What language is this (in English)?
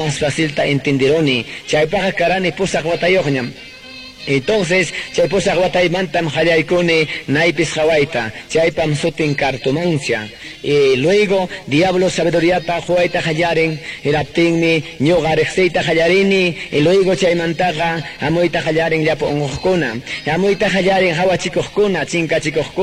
Quechua